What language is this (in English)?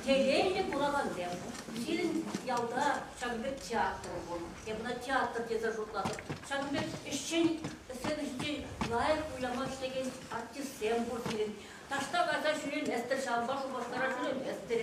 Chuvash